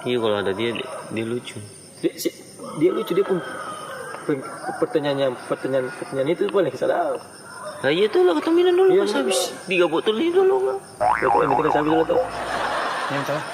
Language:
Ambonese Malay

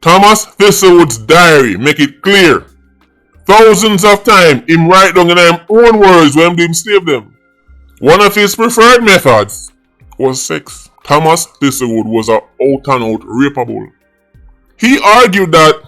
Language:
Jamaican Creole English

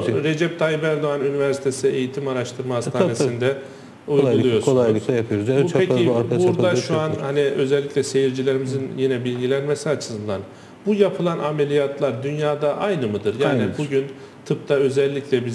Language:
Turkish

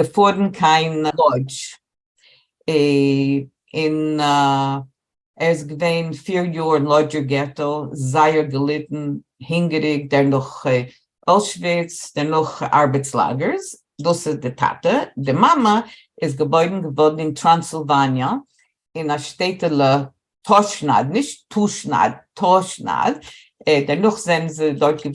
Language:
Yiddish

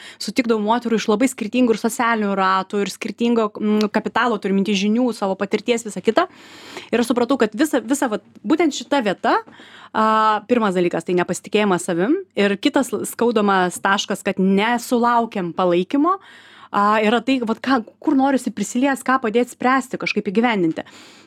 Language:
Lithuanian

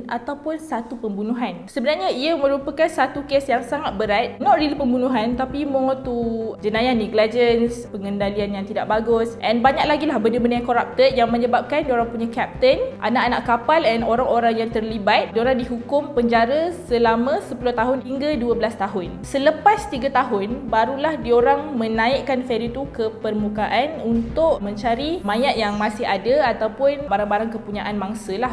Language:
Malay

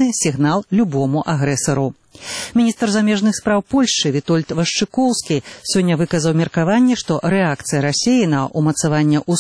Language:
Belarusian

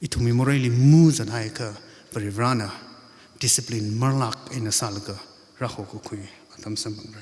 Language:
Tangkhul Naga (India)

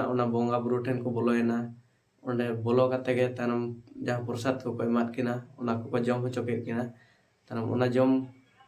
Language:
Santali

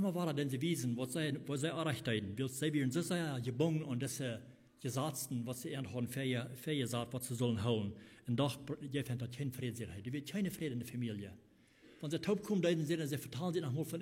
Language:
Plautdietsch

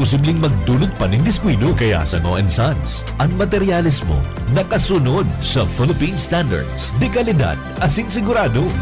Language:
Bikol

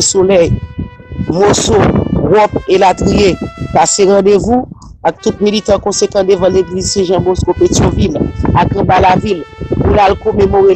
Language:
Haitian Creole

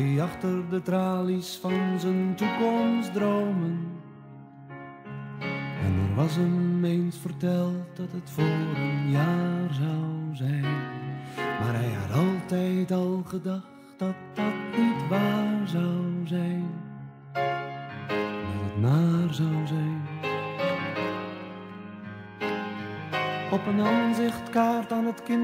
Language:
Dutch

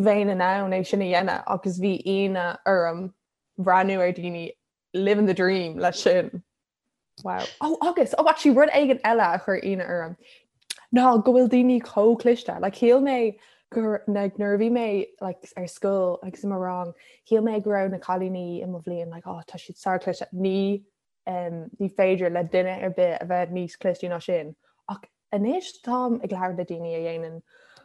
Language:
Irish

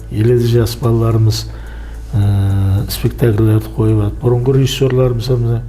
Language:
Kara-Kalpak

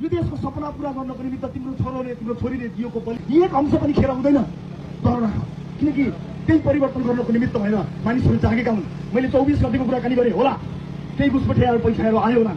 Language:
Nepali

